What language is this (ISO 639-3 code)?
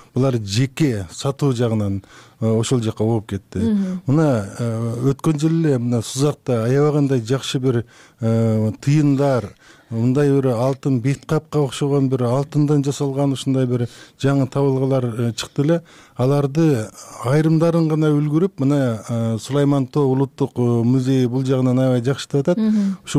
kir